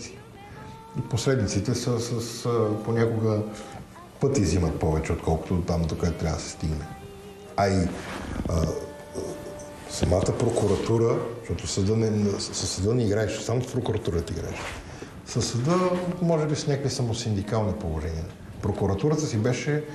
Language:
Bulgarian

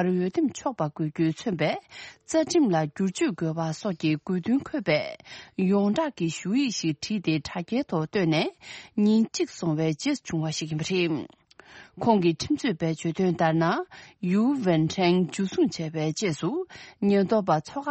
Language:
Tibetan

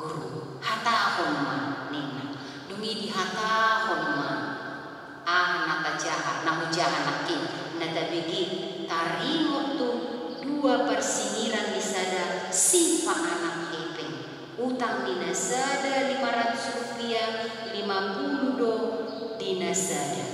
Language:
Batak Toba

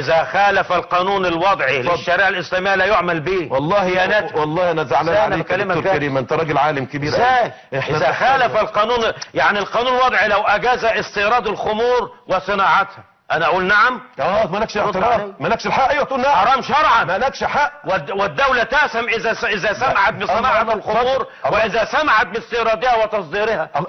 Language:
Egyptian Arabic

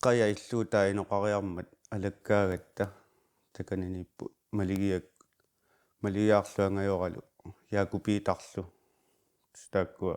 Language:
Kalaallisut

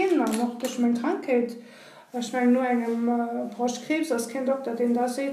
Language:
Luxembourgish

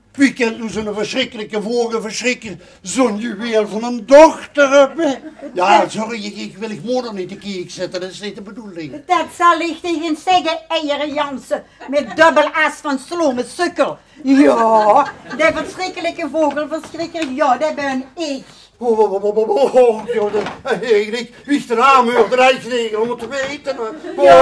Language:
Limburgish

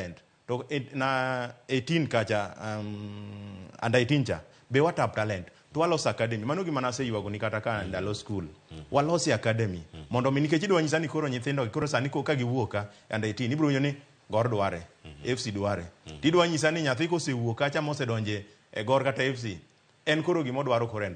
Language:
Luo (Kenya and Tanzania)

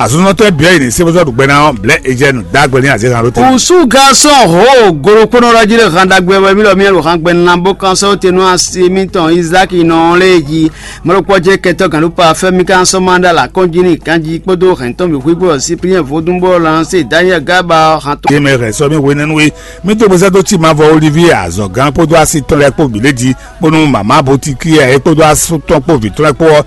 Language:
Fon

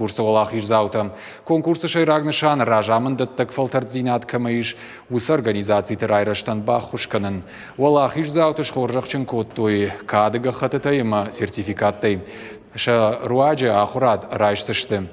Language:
Ossetic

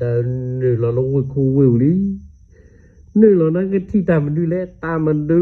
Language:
S'gaw Karen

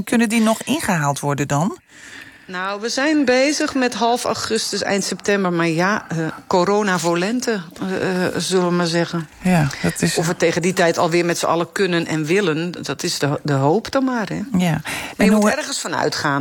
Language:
Dutch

